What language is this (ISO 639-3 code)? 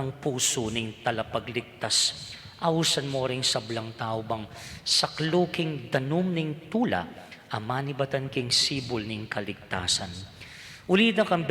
pam